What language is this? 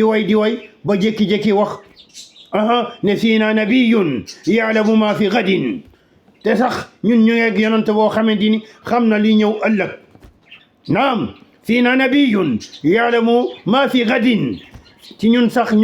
Wolof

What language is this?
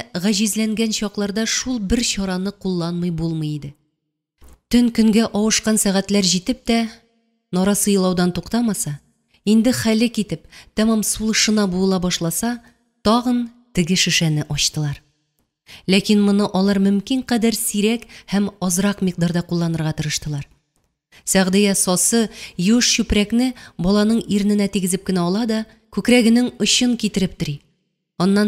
Tatar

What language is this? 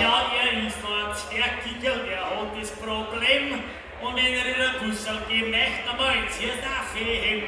Bavarian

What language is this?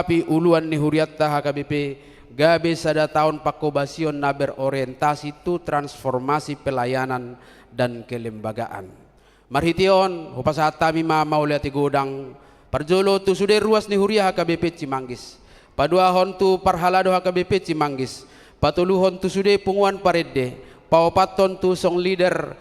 Batak Toba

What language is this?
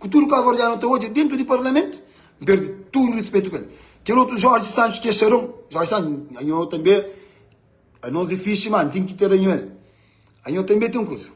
Kabuverdianu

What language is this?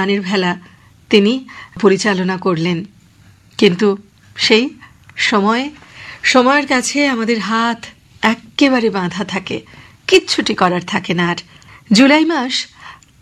Bangla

